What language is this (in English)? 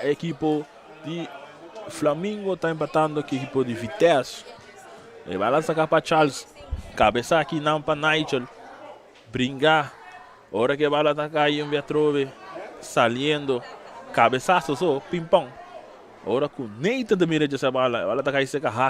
Papiamento